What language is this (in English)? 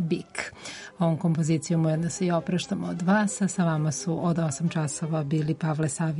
Serbian